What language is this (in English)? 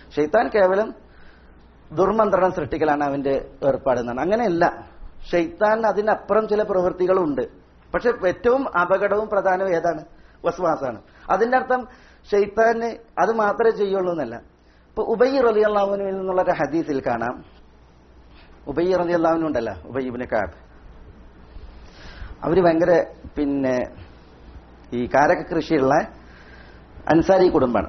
Malayalam